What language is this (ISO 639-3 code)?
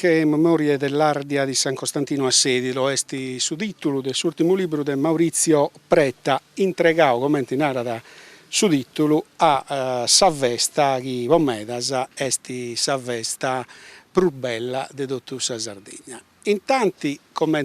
srd